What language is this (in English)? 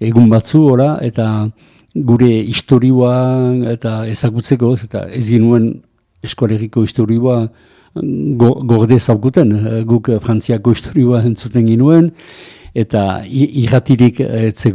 Basque